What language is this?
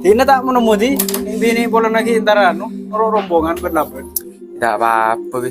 Madurese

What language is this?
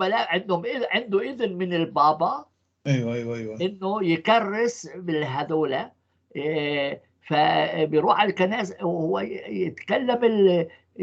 North Levantine Arabic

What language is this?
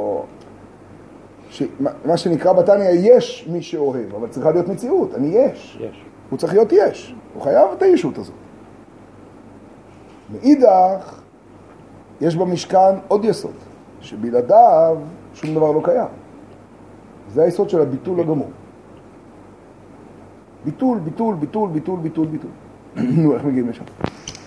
Hebrew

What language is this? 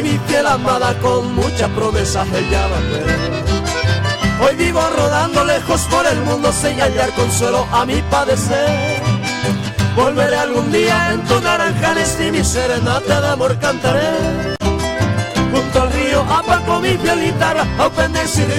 Guarani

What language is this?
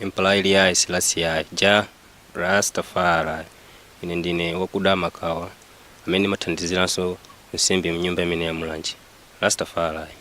Nyanja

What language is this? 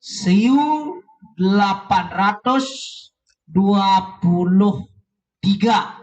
Balinese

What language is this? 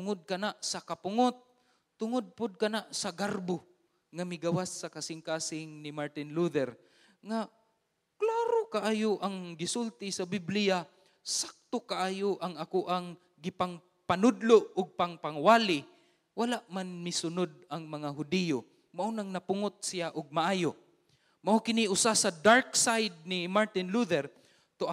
Cebuano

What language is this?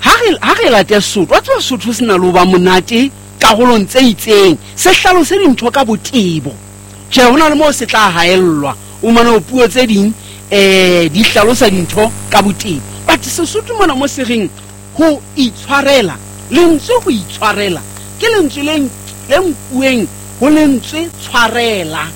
Southern Sotho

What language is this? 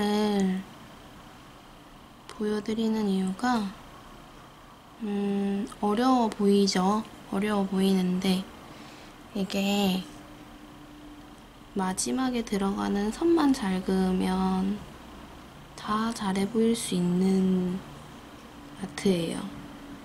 Korean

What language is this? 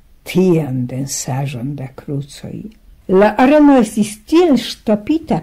Esperanto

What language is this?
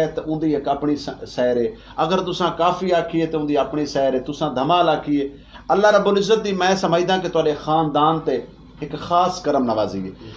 Saraiki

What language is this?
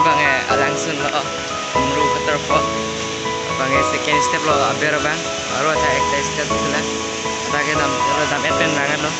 Karbi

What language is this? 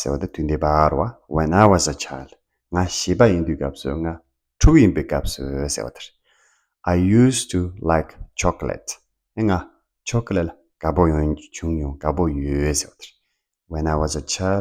Tibetan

